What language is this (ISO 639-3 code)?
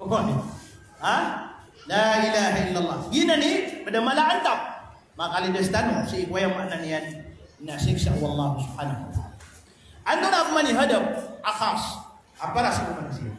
mrw